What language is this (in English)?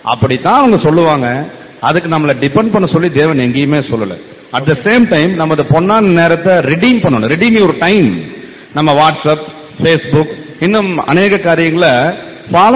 Tamil